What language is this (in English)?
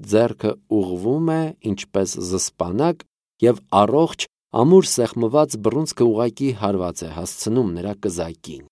Armenian